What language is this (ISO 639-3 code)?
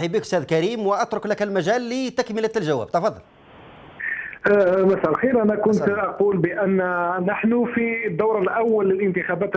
ara